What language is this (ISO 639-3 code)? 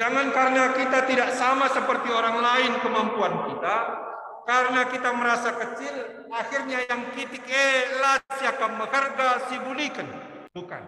btx